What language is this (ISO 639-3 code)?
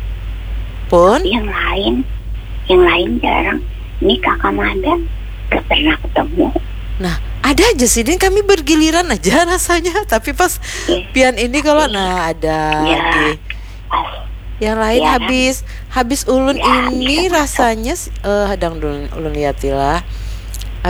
bjn